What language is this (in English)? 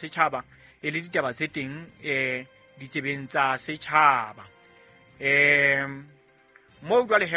Southern Sotho